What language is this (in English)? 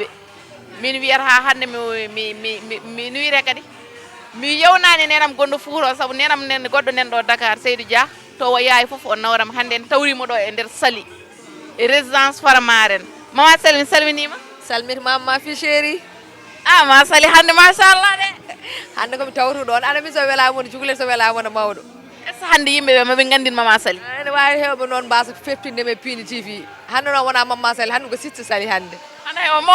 Fula